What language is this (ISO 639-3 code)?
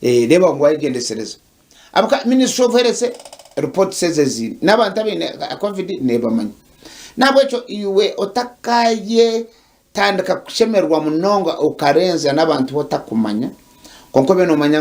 nyn